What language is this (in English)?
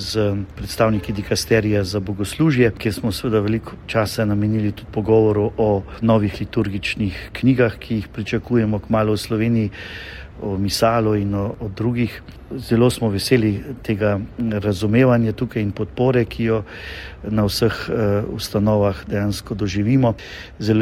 Slovenian